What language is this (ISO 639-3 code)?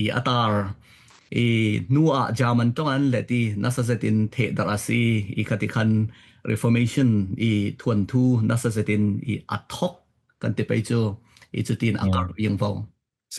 cfm